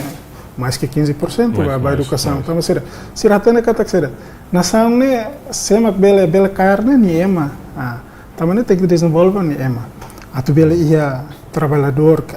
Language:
Tetum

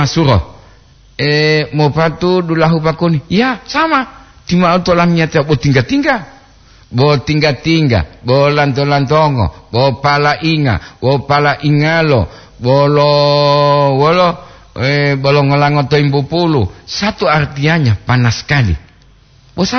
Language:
Gorontalo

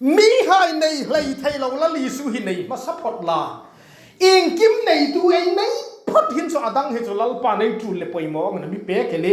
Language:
Hmar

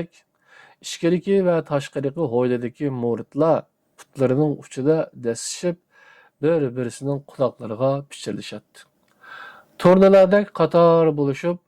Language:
Uyghur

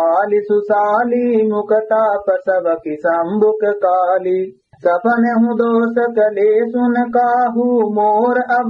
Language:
Awadhi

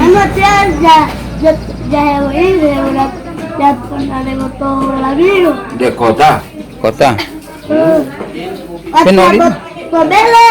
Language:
Gorontalo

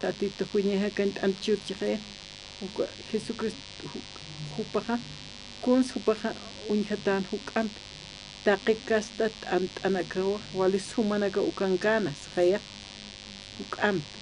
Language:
Aymara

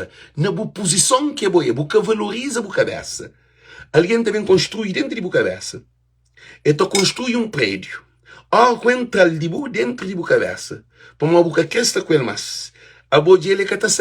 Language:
Kabuverdianu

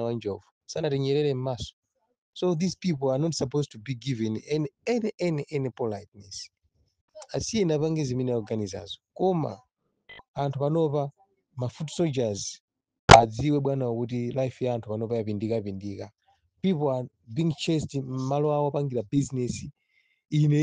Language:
Nyanja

